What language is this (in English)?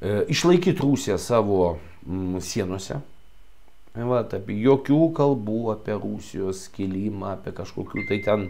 Lithuanian